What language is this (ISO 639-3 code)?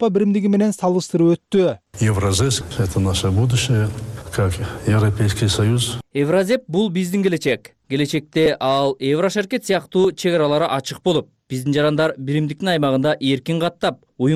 kir